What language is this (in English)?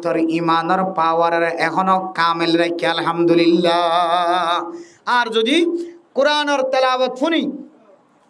Rohingya